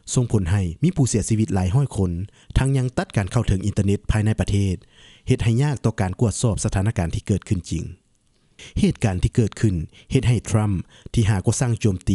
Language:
Lao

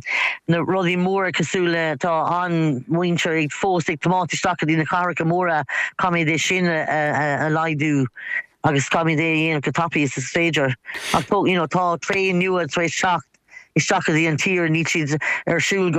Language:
Irish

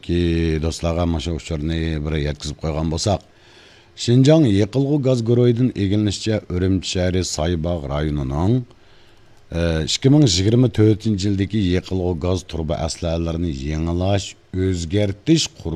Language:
Uyghur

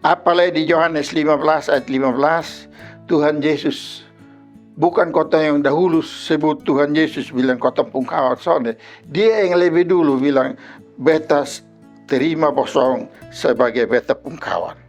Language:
Kupang Malay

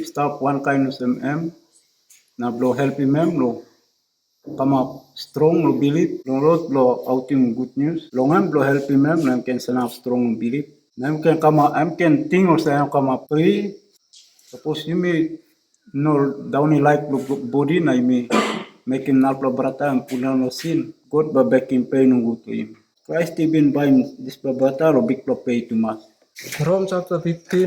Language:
Tok Pisin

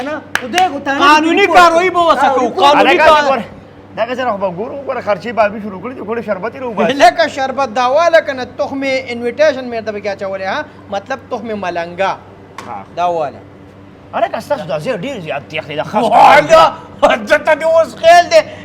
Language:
Pashto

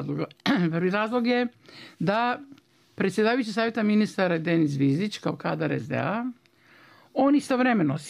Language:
Bosnian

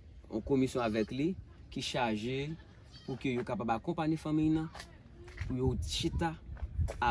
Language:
Haitian Creole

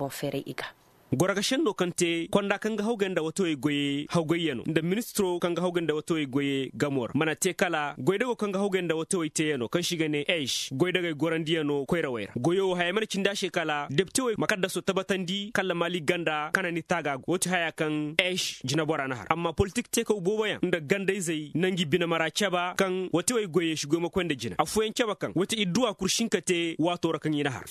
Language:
Koyraboro Senni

